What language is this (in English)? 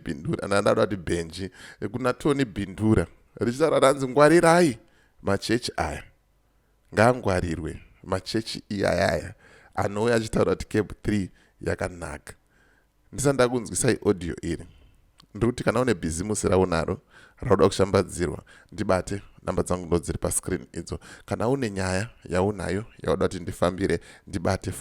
Shona